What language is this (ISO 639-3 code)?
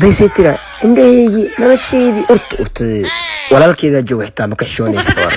som